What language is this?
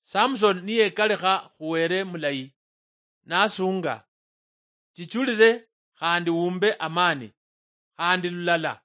Luyia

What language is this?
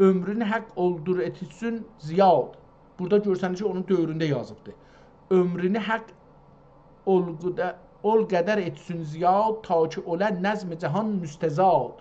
South Azerbaijani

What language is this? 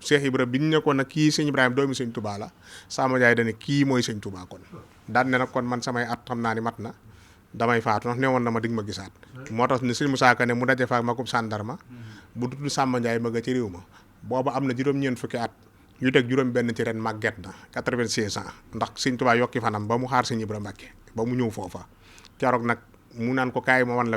Wolof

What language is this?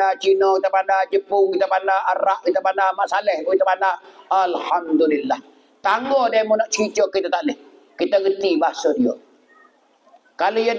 Pattani Malay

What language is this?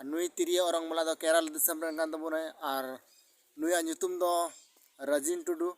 Santali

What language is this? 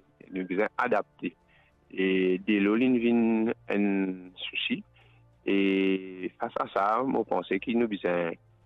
Morisyen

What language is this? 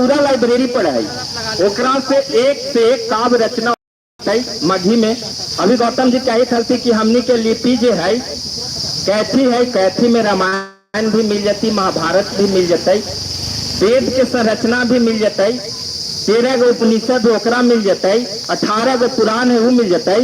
Magahi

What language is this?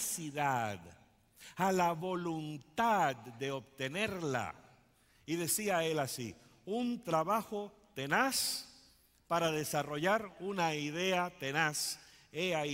Spanish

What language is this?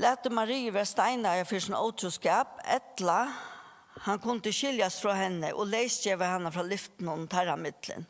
Faroese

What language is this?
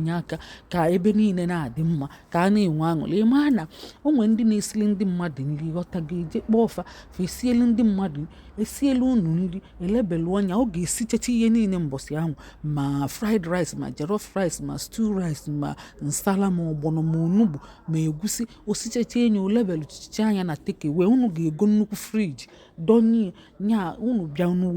Igbo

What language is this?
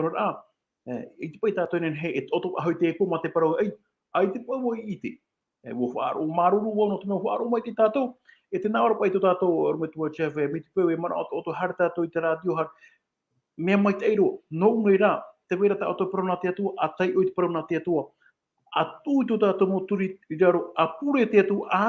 Tahitian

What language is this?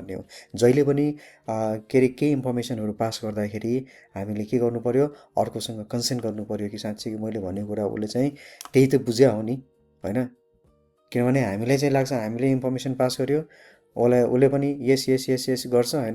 Nepali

